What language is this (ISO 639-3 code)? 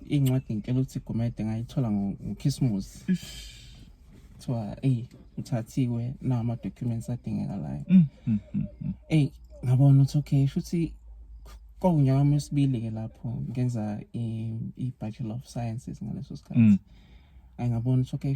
zul